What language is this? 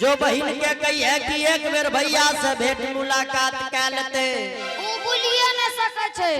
Angika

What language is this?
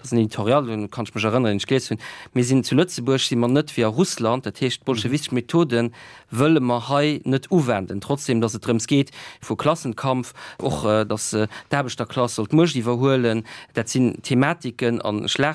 Luxembourgish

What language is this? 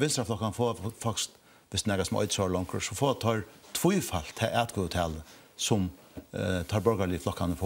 Faroese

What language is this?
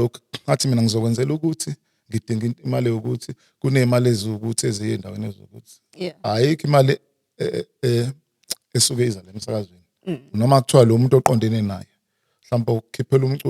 Zulu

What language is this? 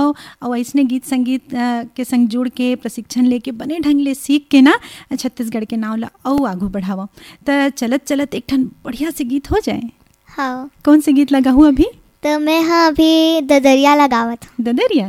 Chhattisgarhi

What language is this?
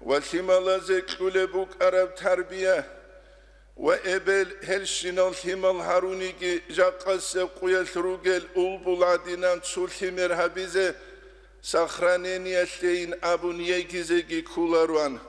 Avaric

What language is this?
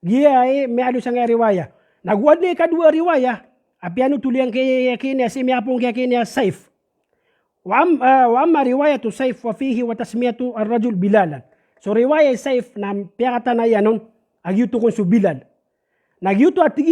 Maranao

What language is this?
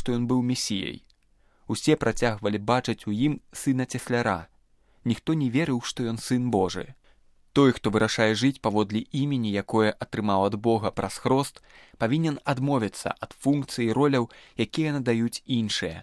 Belarusian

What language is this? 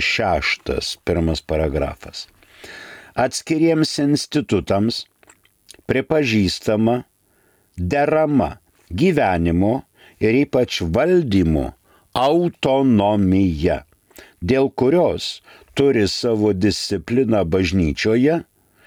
Lithuanian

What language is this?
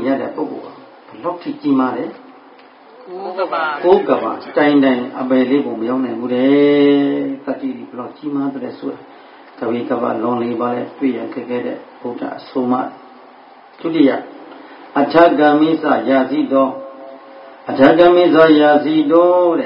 Burmese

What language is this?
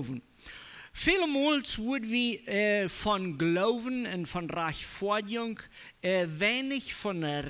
Plautdietsch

